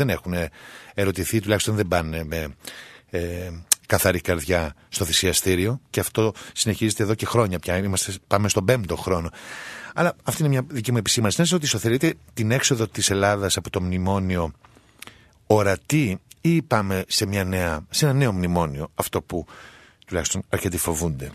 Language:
Greek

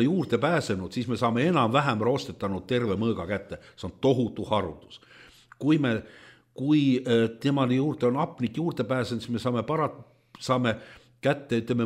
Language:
Estonian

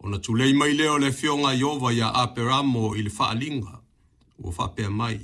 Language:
Samoan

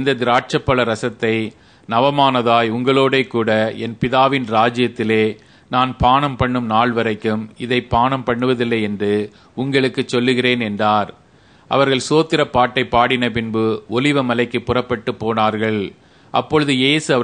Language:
Tamil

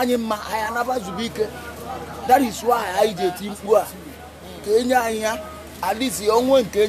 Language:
Igbo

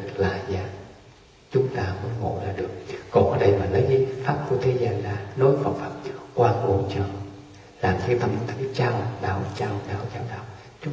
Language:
Vietnamese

